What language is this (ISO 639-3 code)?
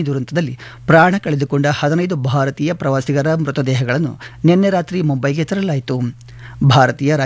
kan